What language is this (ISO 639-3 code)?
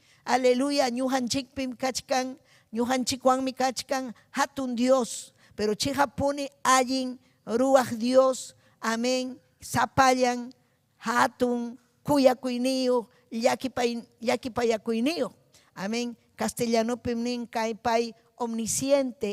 quy